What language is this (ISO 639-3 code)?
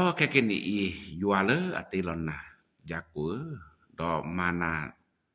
ksw